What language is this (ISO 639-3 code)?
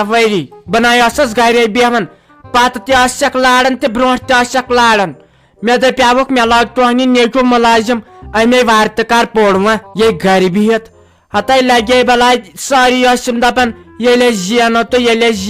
kas